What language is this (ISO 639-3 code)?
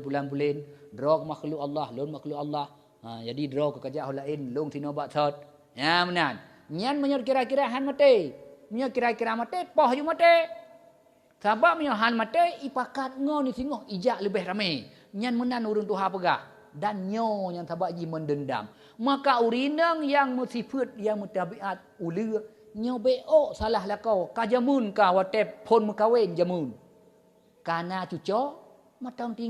ace